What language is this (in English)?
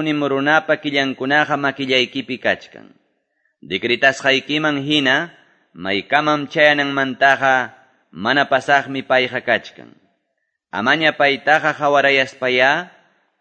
Quechua